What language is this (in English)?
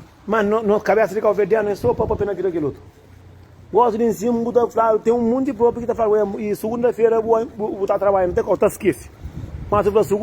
Kabuverdianu